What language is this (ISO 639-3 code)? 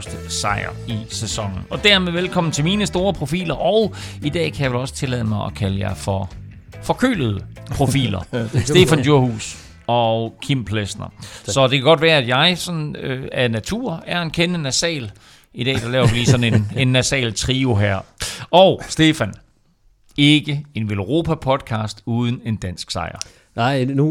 dan